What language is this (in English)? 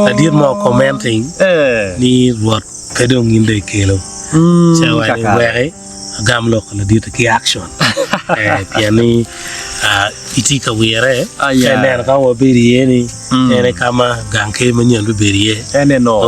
Acoli